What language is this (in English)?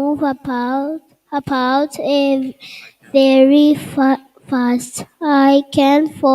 Gilbertese